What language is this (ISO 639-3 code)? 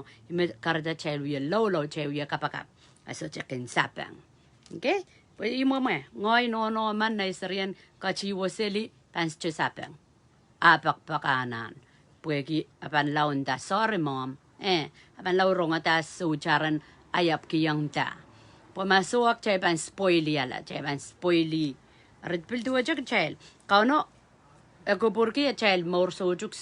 pon